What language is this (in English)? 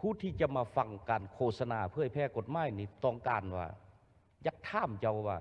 Lao